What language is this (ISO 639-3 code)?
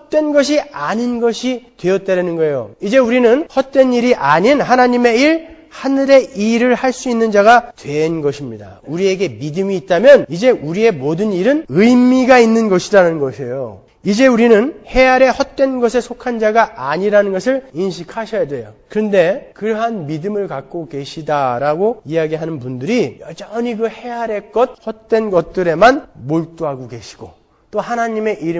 kor